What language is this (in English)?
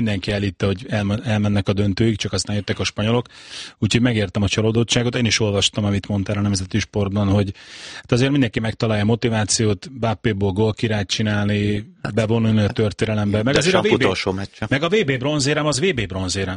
Hungarian